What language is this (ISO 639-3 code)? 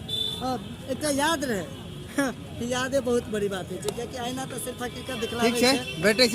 mai